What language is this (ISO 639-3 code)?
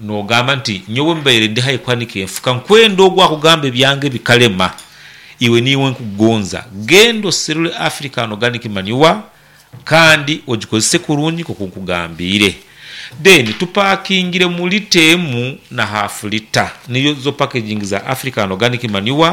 nyn